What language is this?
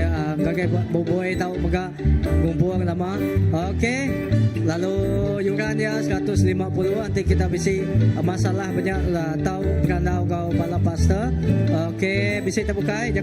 Iban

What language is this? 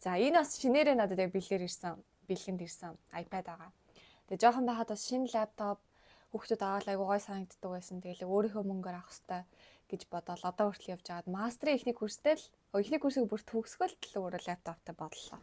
Mongolian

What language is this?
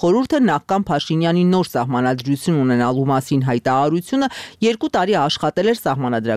Armenian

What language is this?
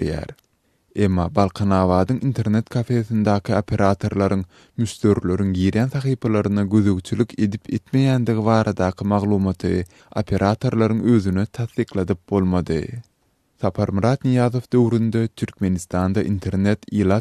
Turkmen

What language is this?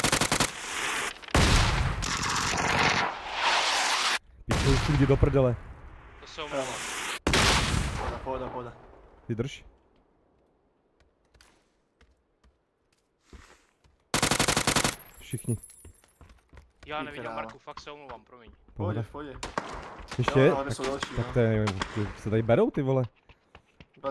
Czech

